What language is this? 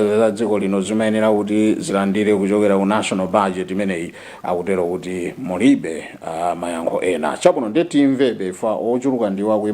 Nyanja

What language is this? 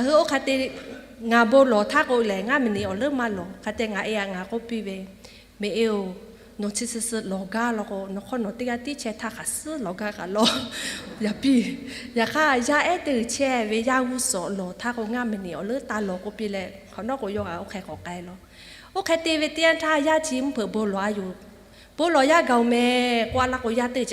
Lahu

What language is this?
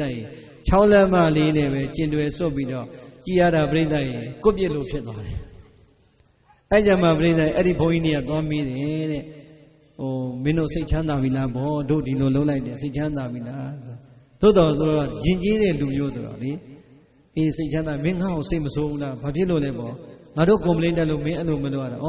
Burmese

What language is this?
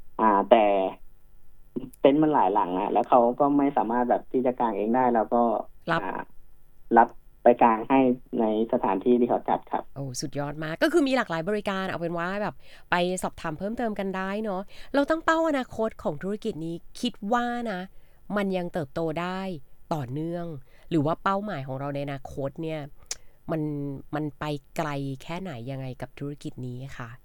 Thai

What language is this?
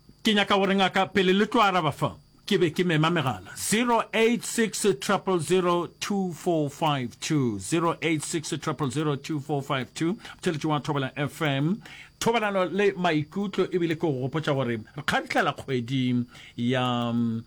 Northern Sotho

